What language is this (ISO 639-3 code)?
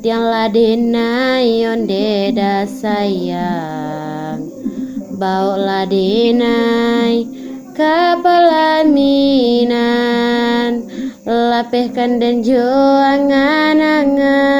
min